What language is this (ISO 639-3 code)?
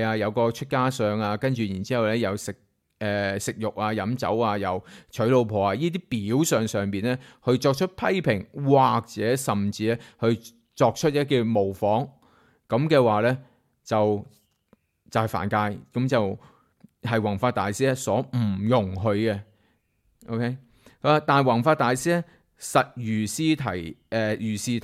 yue